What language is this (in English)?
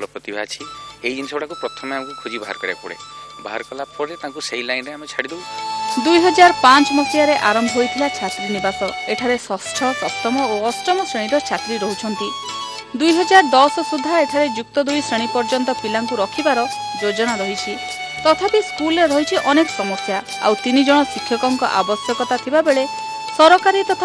Odia